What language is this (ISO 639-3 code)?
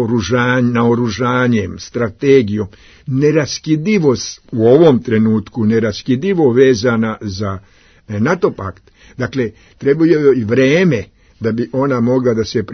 srp